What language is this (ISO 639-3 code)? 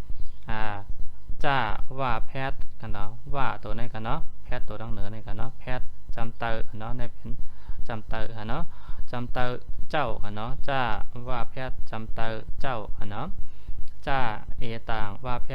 shn